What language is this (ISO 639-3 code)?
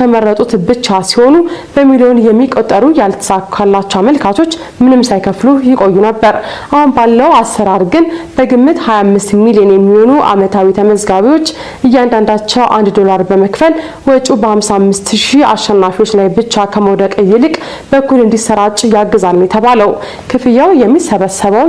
amh